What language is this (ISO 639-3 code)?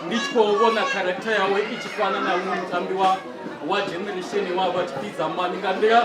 ven